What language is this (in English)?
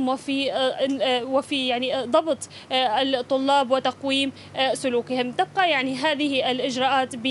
Arabic